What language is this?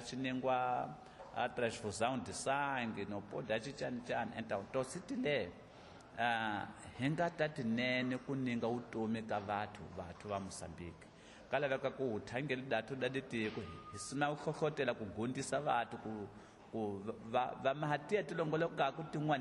Tsonga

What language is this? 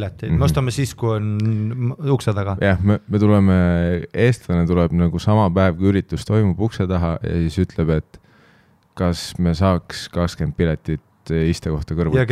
Estonian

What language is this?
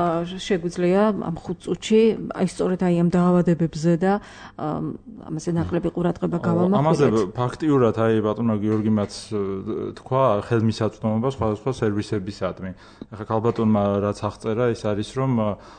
Georgian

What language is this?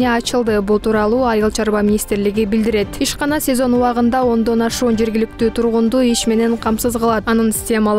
Kyrgyz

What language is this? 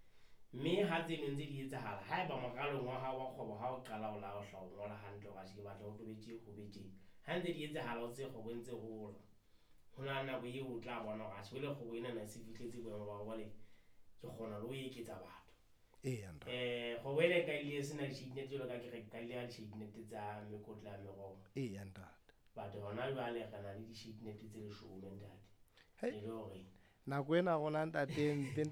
Southern Sotho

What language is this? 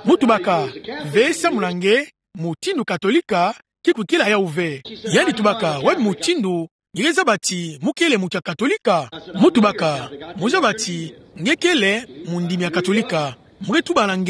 Kituba (Democratic Republic of Congo)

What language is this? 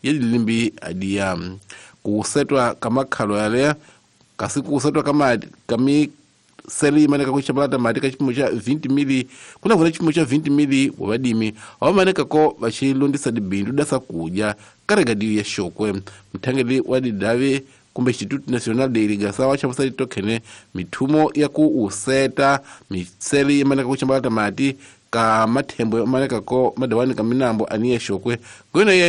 Tsonga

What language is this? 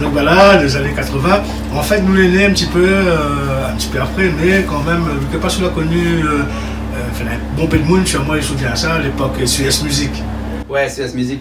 Réunion Creole French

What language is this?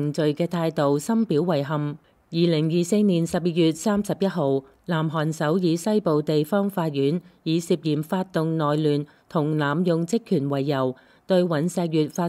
Cantonese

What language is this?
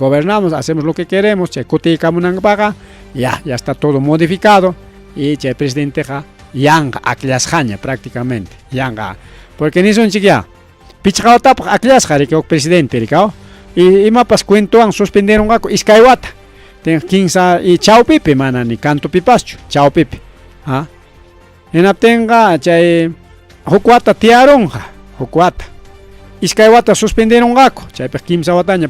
Ayacucho Quechua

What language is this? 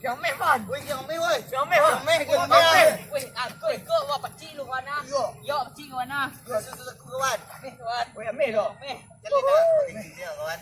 Minangkabau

